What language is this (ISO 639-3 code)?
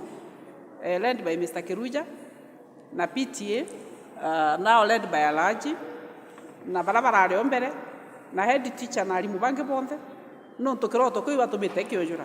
mer